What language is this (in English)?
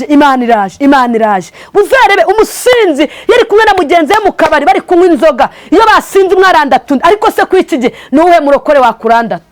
Kinyarwanda